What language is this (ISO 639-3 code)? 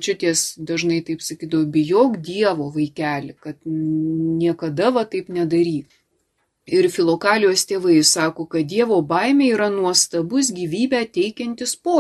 lit